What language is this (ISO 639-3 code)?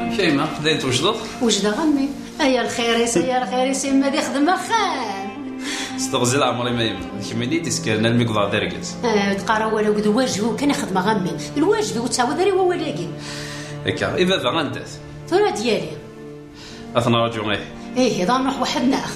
kab